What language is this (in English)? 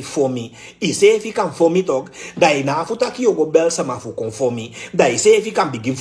Sranan Tongo